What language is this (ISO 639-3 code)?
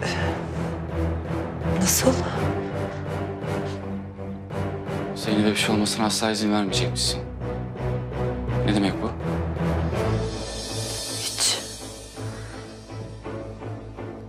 tur